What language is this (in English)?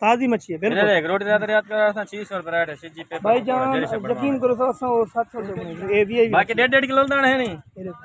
Saraiki